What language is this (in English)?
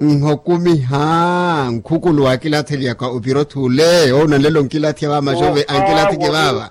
Makhuwa